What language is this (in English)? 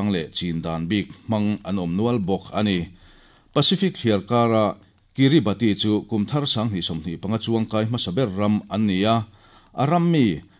Mizo